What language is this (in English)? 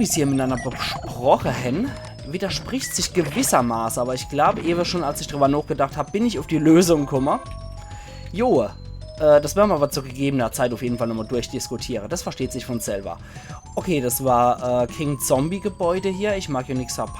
Palatine German